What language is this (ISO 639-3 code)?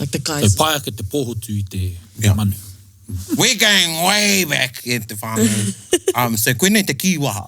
mri